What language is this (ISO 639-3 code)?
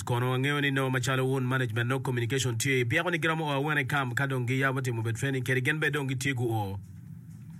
ach